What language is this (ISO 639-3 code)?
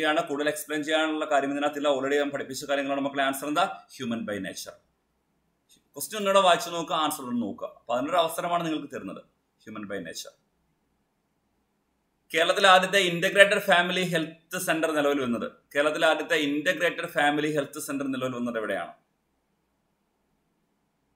mal